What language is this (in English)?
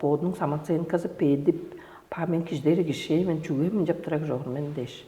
Tuvinian